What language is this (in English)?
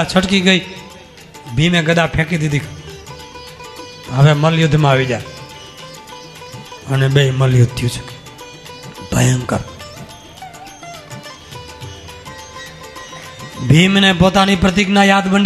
Gujarati